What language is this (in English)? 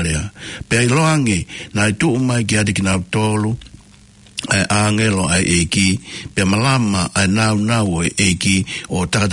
Tongan